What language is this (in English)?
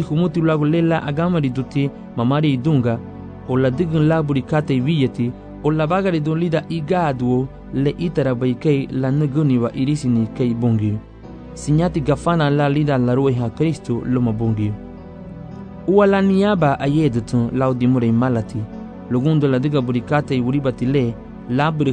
Garifuna